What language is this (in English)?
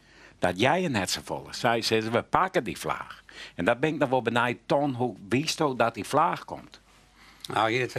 Western Frisian